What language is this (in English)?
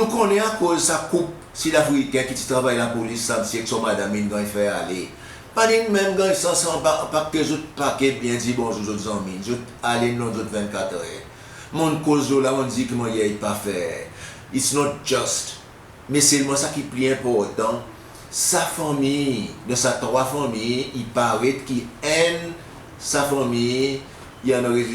Seselwa Creole French